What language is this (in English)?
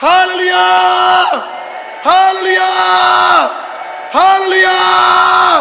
Hakha Chin